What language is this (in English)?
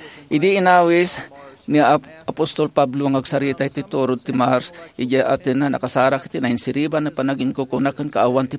Iloko